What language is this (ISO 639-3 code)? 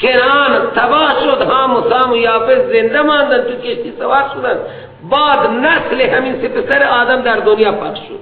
fas